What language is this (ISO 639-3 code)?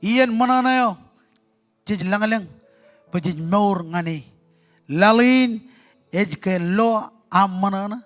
mah